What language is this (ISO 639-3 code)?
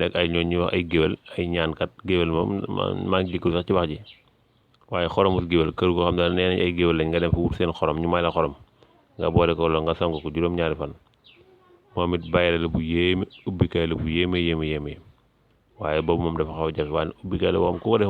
wol